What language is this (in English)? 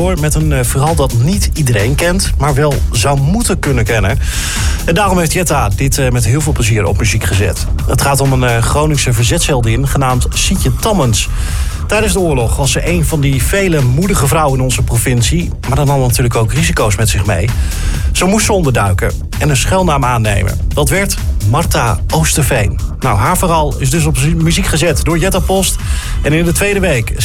Dutch